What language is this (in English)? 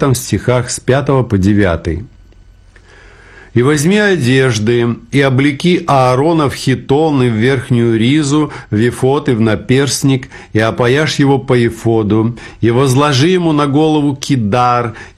Russian